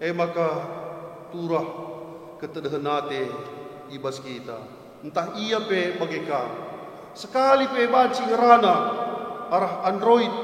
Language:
Batak Karo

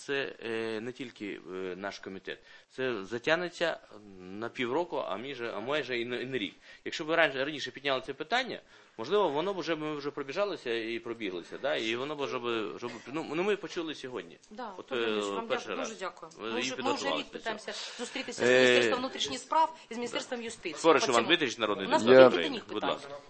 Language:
Ukrainian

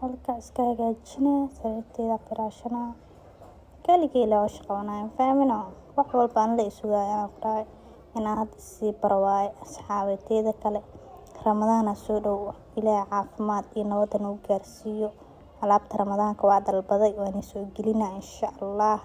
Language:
Somali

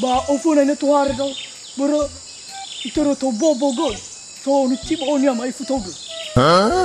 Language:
Nias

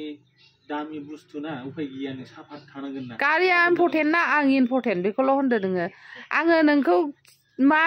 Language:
Bodo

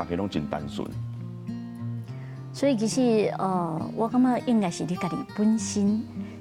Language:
Min Nan Chinese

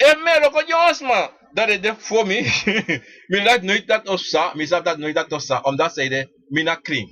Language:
Sranan Tongo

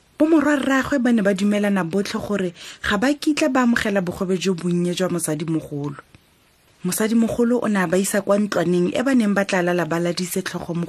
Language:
Tswana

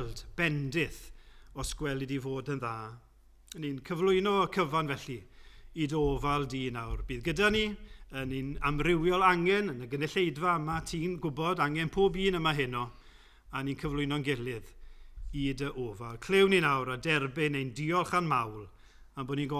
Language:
Welsh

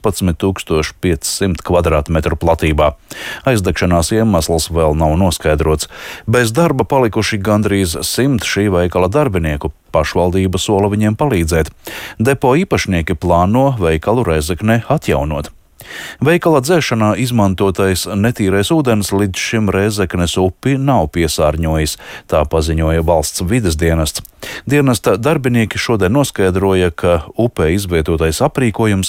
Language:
Latvian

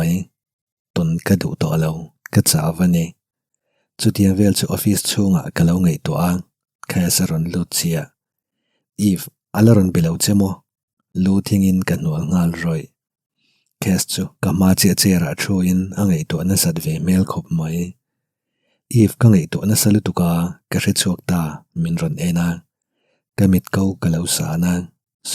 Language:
Mizo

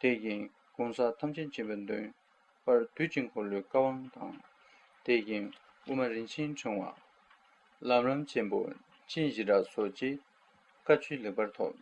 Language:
Tibetan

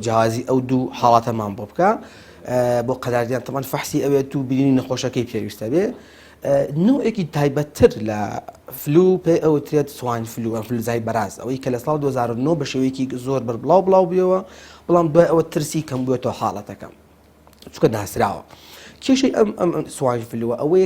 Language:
Central Kurdish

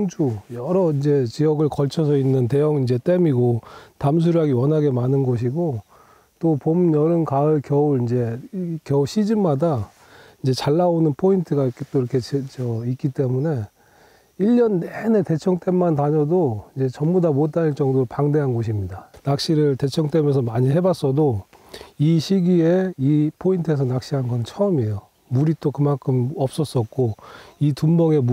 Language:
Korean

